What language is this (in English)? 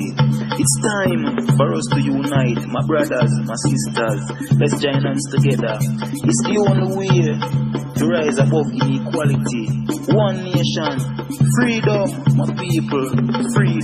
Jamaican Creole English